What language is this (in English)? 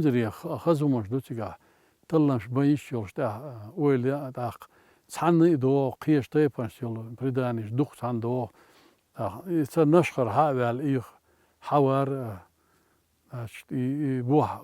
Chechen